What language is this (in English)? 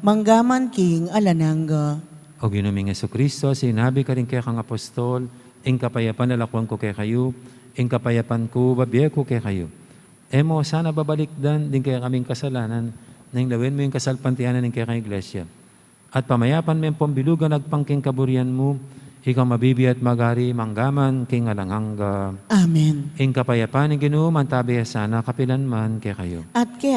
Pampanga